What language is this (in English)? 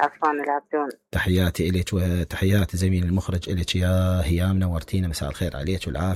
Mesopotamian Arabic